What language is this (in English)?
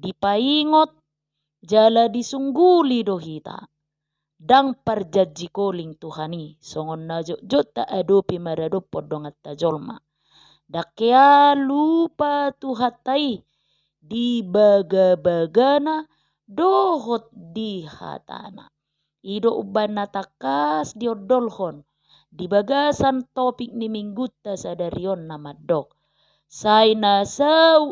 Batak Toba